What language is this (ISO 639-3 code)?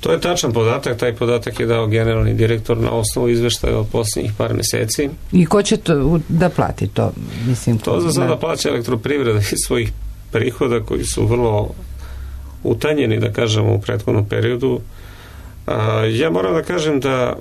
srp